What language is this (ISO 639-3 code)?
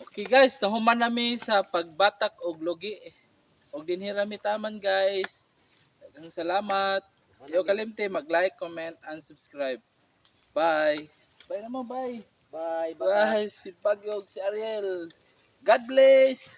ceb